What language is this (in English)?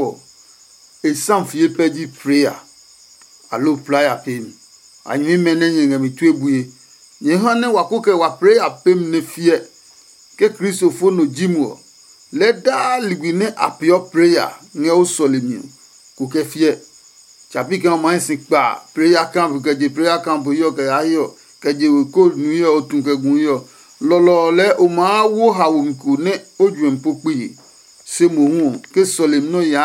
Adangme